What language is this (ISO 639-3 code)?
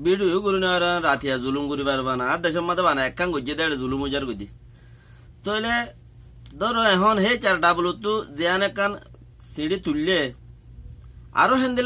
rhg